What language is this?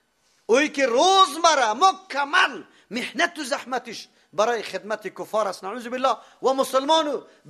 Persian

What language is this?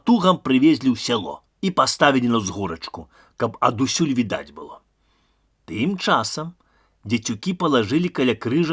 Belarusian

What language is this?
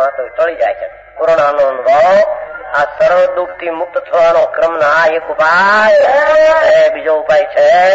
Gujarati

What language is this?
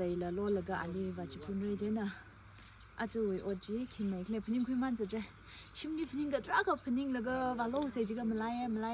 Tangkhul Naga (India)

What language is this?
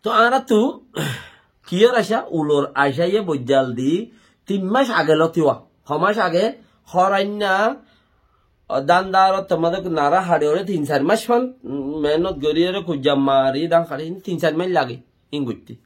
Rohingya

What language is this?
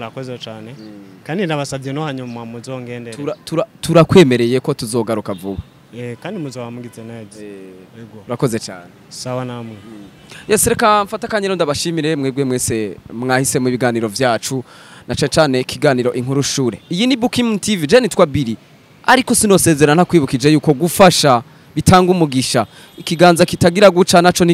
Rundi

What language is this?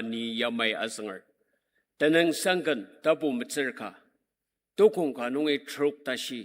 Ao Naga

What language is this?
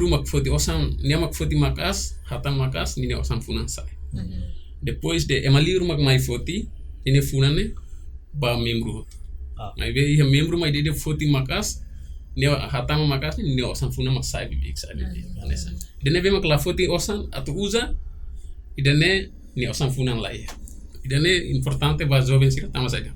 Tetum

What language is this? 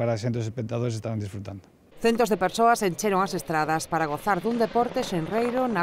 Galician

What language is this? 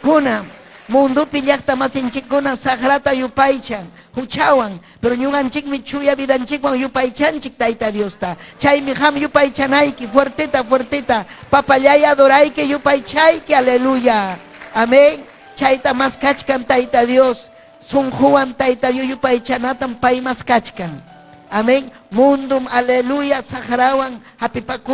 Ayacucho Quechua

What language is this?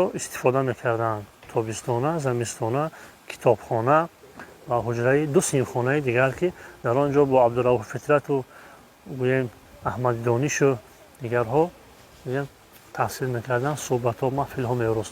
Tajik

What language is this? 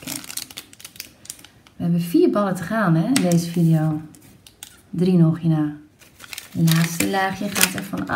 Dutch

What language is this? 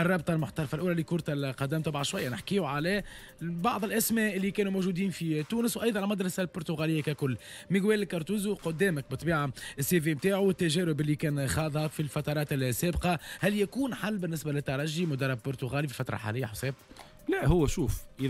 Tunisian Arabic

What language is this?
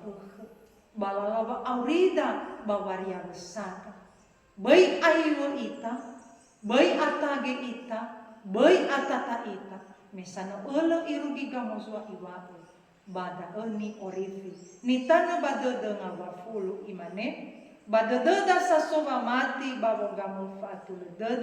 Nias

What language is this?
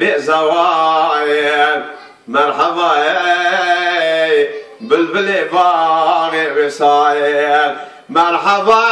Kurdish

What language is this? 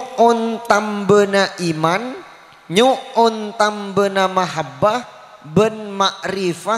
Madurese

